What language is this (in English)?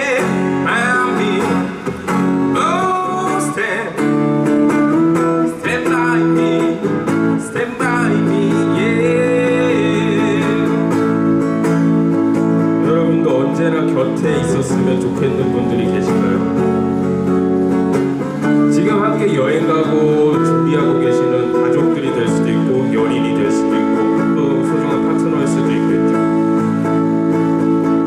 Korean